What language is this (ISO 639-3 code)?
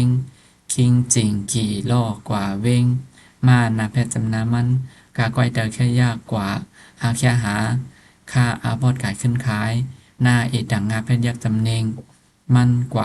shn